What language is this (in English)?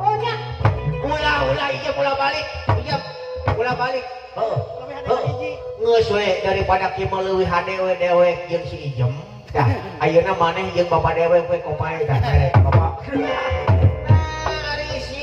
Sundanese